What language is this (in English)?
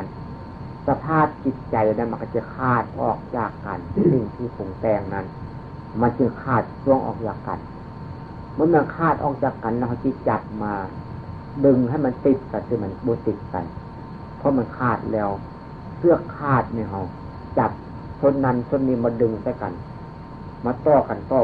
Northeastern Thai